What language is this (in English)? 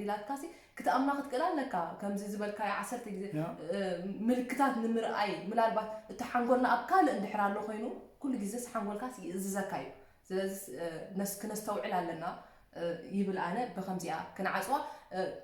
Tigrinya